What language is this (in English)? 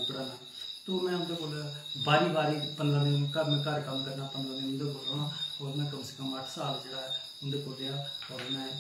Dogri